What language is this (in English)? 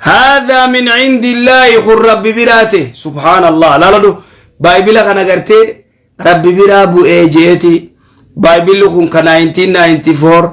Oromo